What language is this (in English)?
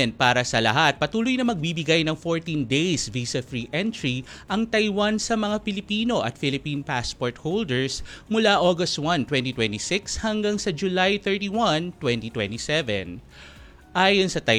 Filipino